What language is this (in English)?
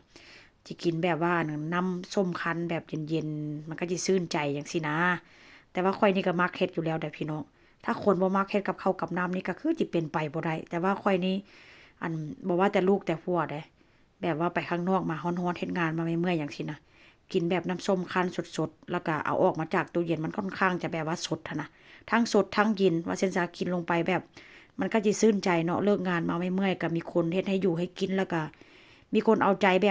Northeastern Thai